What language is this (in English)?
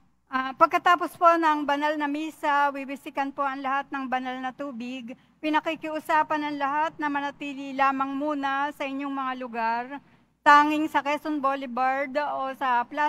Filipino